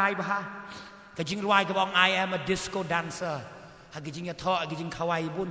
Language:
Khasi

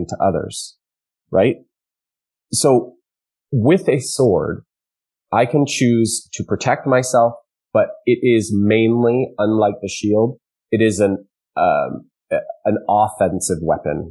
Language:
English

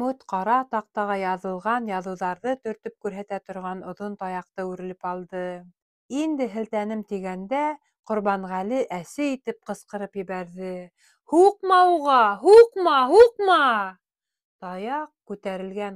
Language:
Bashkir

